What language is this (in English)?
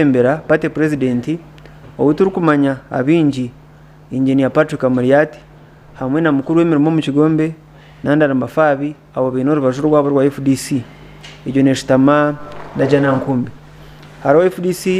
Nyankole